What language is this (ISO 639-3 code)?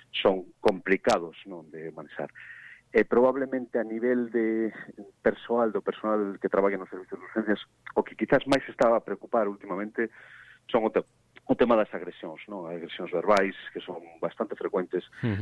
glg